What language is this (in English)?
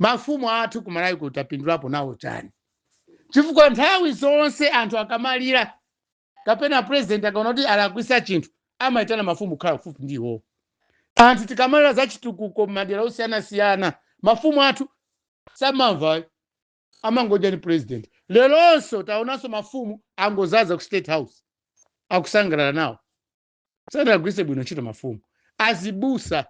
Nyanja